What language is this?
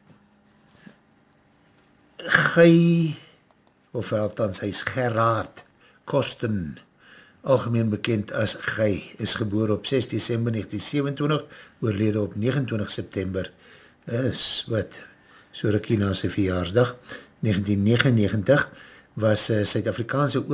Afrikaans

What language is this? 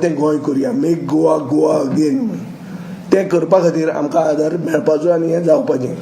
Konkani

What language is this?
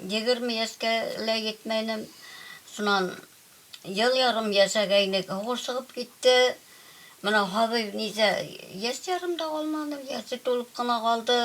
Bashkir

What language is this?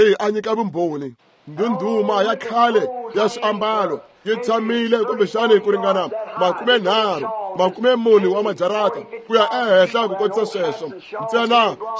Tsonga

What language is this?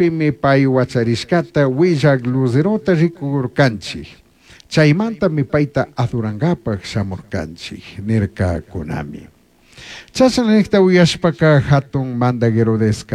Chimborazo Highland Quichua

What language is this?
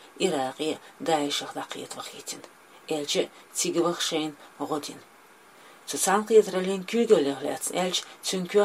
Chechen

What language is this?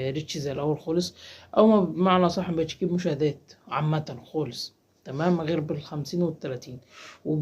Egyptian Arabic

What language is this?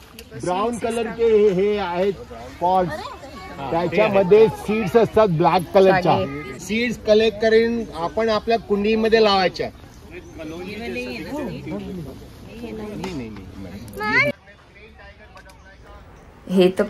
Marathi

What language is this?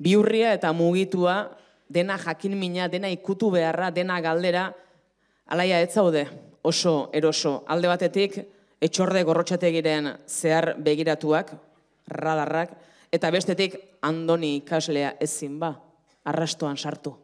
Basque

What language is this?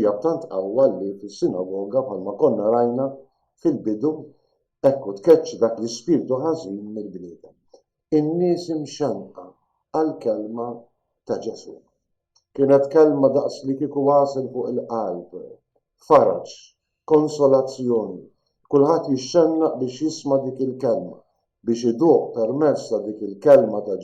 Maltese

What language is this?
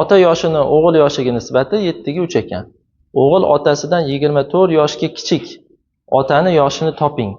Uzbek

